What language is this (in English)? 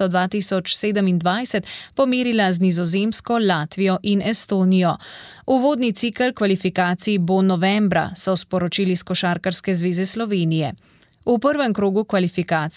Slovenian